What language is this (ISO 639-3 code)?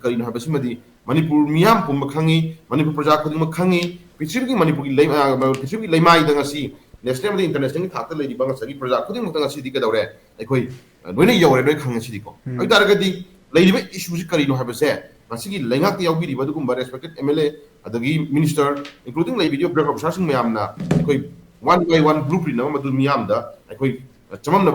mni